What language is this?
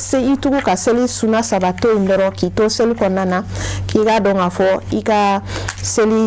Bambara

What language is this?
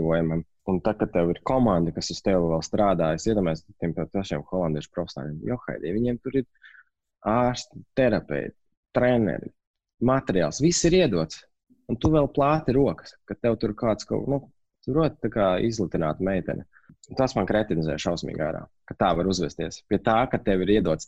Latvian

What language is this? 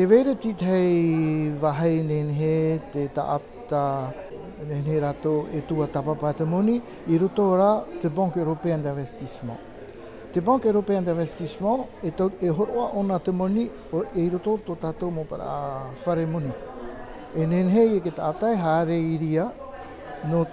Tahitian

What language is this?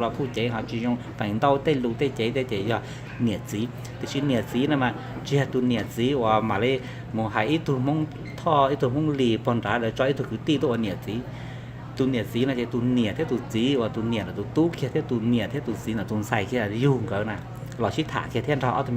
Hmong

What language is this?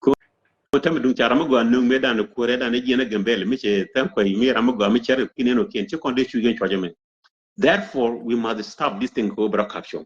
Nuer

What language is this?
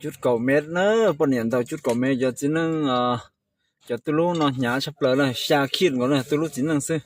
Hmong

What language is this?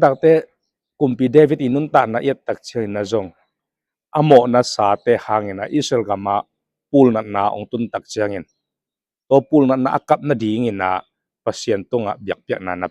Tedim Chin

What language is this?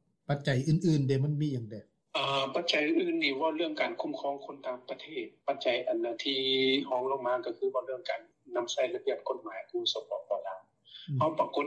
Lao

